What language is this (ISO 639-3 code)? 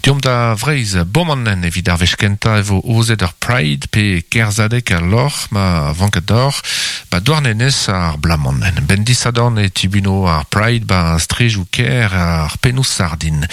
bre